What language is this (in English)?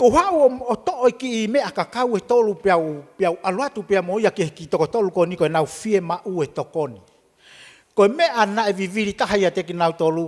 Tongan